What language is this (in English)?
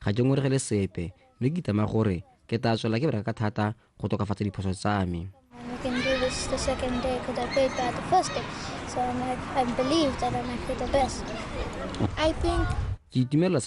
Tswana